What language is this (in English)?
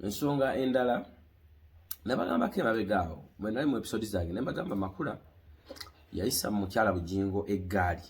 Ganda